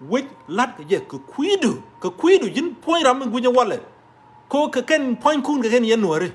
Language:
Nuer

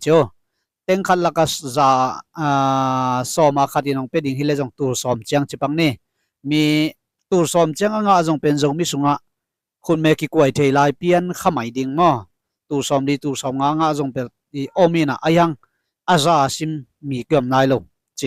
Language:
Tedim Chin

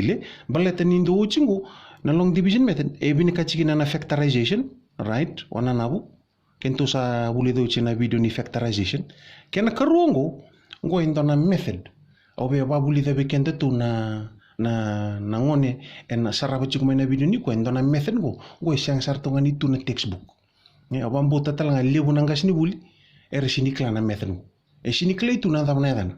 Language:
Fijian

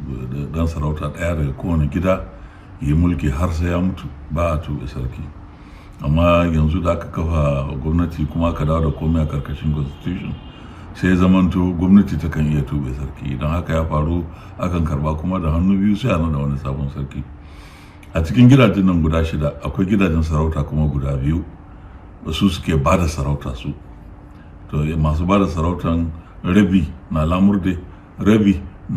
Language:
Hausa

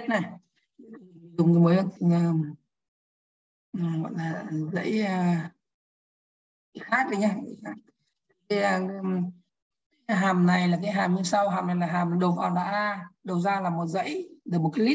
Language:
Vietnamese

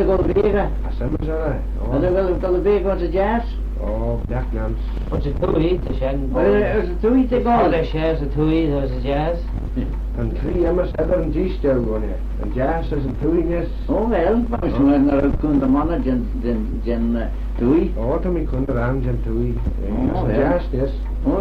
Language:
Manx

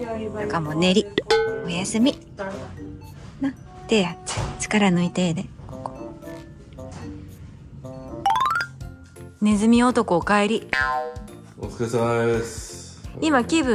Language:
Japanese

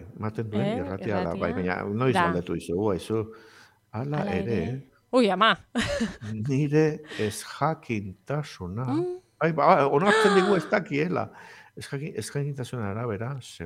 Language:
Basque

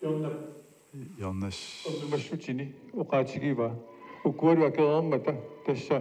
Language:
Kalaallisut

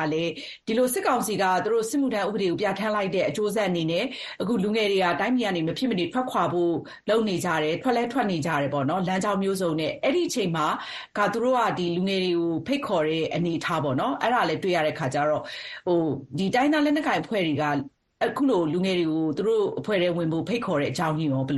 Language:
Burmese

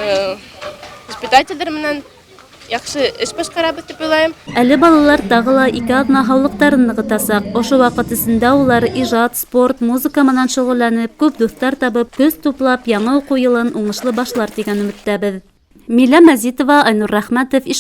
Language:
Bashkir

